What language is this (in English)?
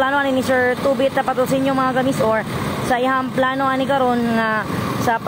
Cebuano